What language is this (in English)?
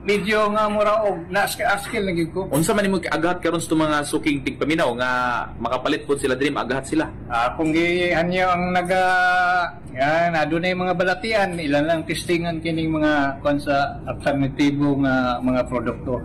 Cebuano